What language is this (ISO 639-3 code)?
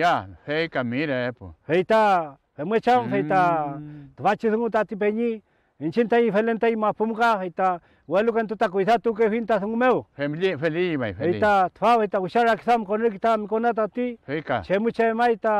arn